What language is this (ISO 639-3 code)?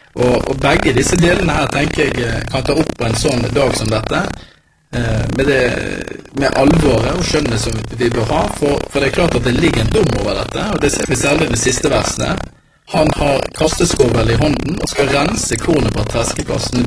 nor